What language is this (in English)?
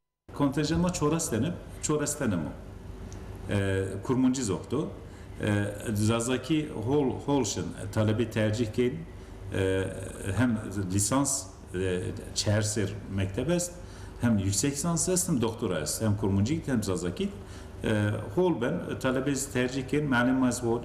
Zaza